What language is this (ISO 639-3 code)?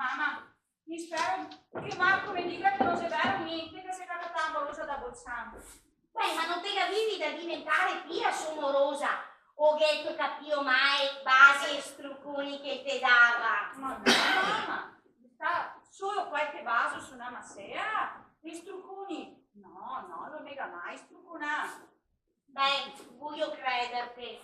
vec